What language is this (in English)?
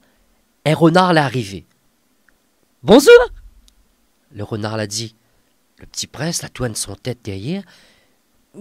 Réunion Creole French